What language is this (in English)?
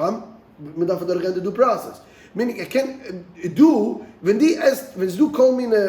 Yiddish